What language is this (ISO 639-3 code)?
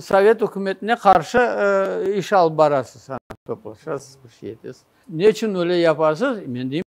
crh